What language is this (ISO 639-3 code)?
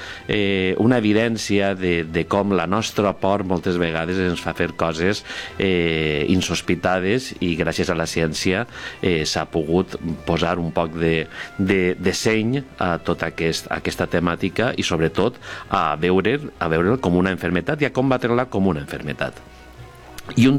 cat